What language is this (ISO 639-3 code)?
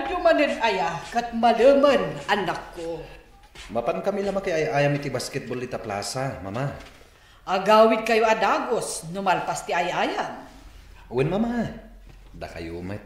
ilo